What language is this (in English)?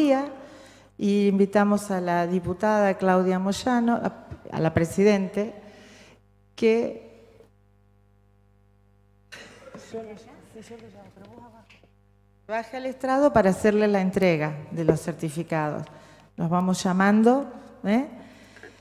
Spanish